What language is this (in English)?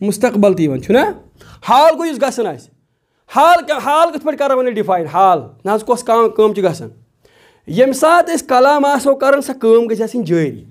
Kashmiri